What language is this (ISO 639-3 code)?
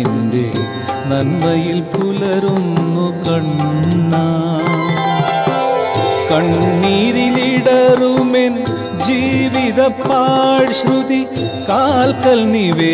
mal